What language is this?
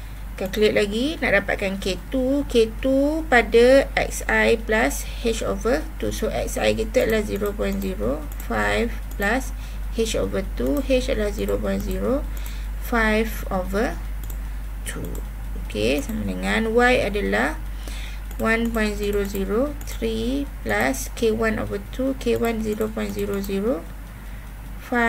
Malay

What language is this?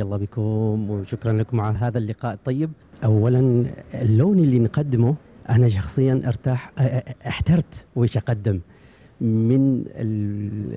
Gulf Arabic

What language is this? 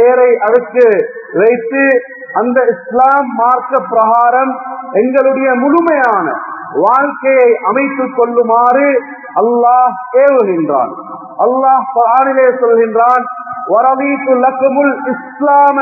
Tamil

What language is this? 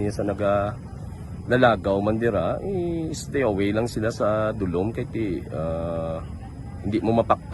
Hiligaynon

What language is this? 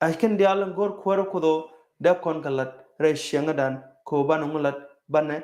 Nuer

